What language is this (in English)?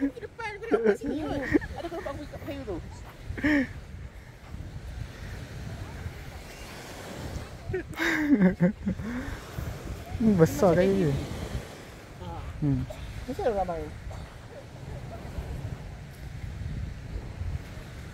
Malay